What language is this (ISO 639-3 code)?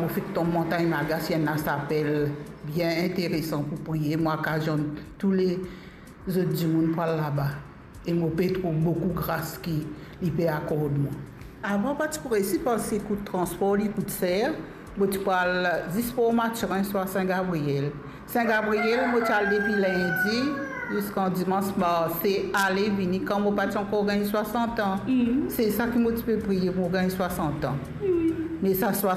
mfe